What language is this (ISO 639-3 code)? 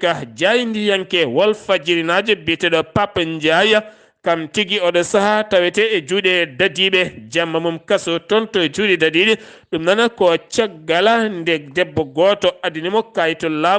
ful